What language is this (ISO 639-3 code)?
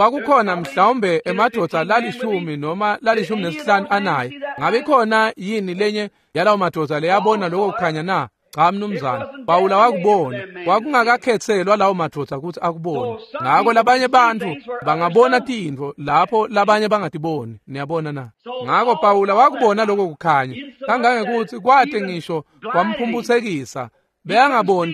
ssw